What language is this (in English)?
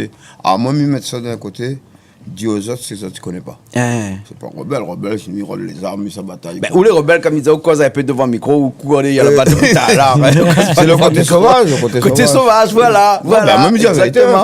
Réunion Creole French